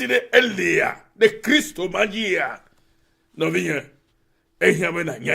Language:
Ewe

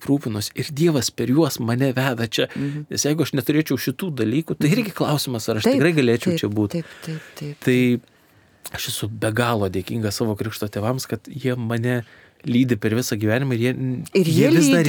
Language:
Lithuanian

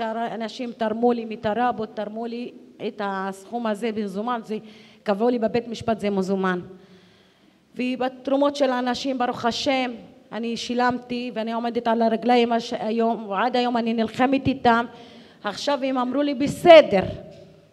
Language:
Hebrew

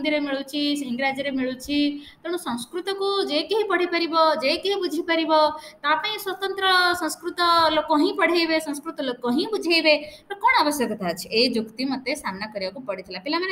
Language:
Odia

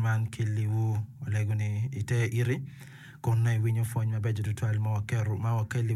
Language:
Acoli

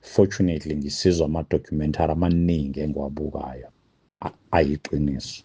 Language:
Zulu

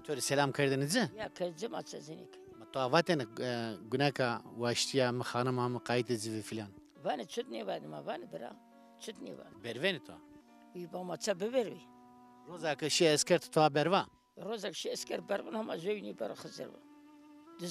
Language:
Zaza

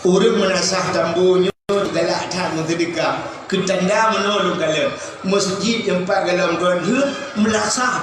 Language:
Achinese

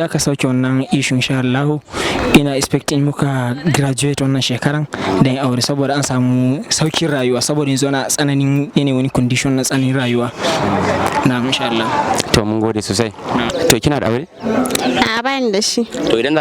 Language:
Hausa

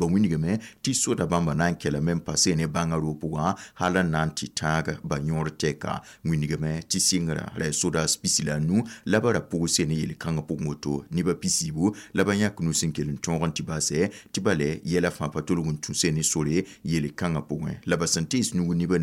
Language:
Mossi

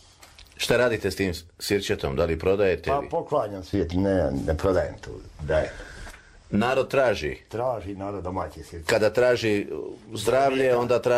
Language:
Serbian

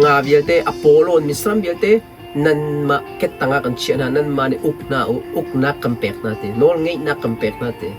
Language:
Hakha Chin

